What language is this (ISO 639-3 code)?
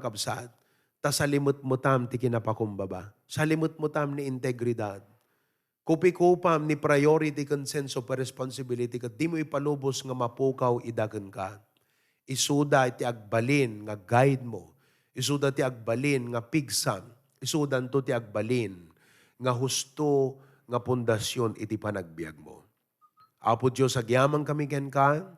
ilo